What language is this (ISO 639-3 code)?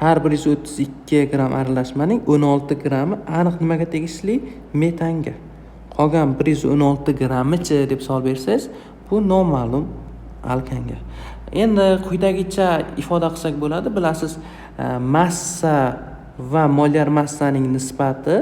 uzb